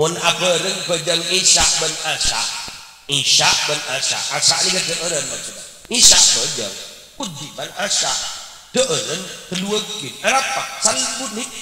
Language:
Madurese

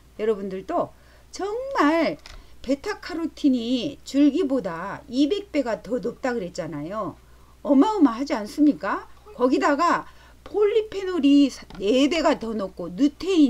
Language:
Korean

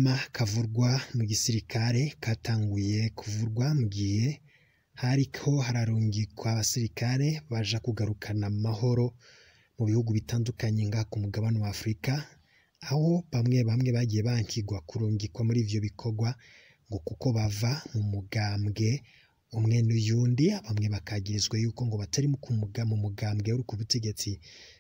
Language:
Rundi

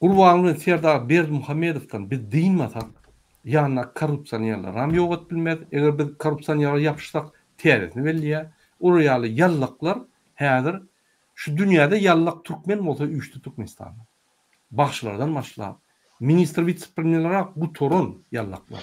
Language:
Turkmen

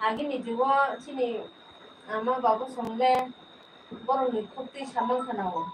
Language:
Kok Borok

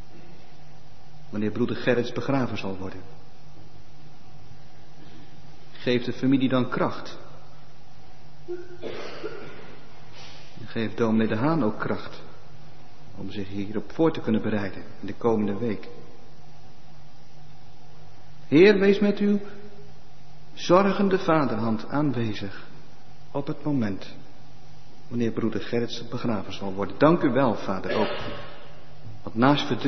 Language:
Dutch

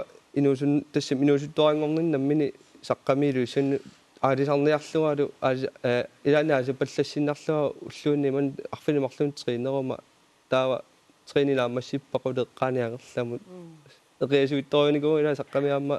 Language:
Kalaallisut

